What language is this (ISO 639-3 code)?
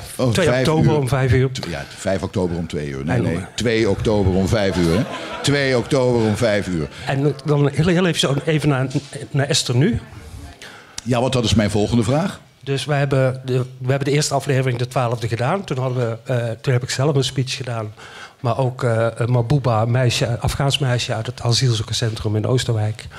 nld